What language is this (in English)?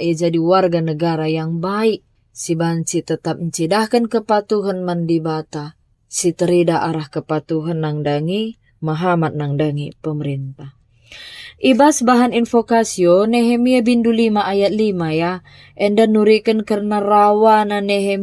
Batak Karo